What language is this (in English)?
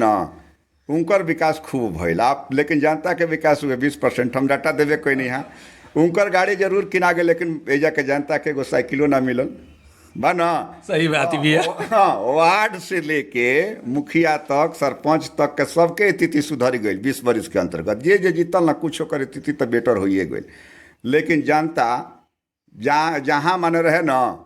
Bhojpuri